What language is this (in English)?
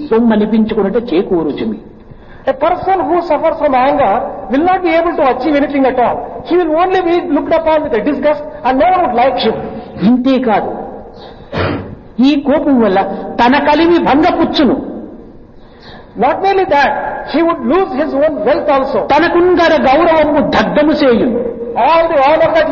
Telugu